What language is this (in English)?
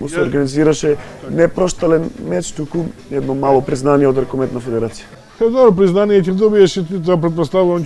Macedonian